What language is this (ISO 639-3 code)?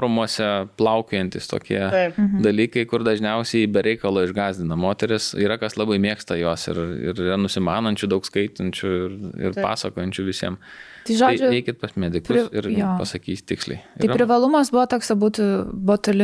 lit